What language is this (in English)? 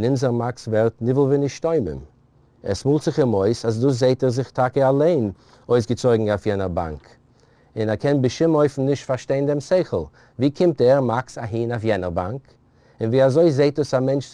Yiddish